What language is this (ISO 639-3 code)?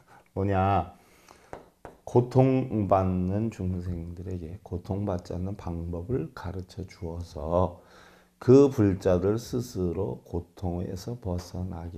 kor